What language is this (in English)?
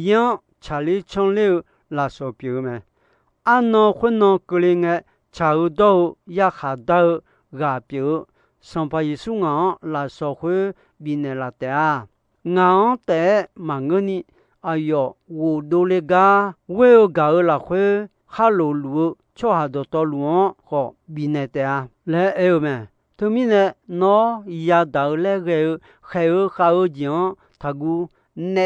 Akha